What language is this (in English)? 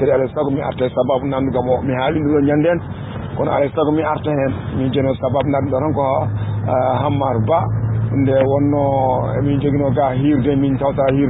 Fula